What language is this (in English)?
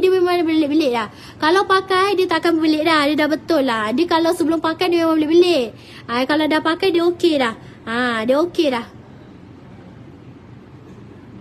Malay